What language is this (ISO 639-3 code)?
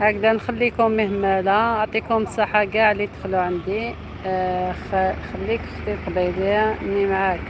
arq